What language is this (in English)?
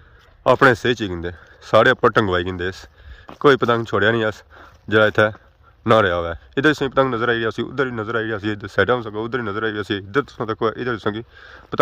Pahari-Potwari